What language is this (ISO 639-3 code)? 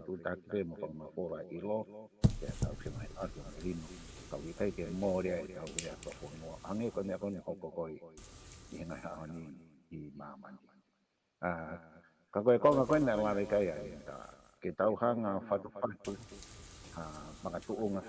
ton